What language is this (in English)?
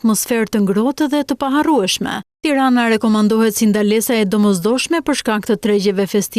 Albanian